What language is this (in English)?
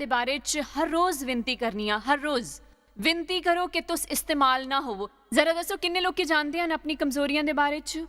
Dogri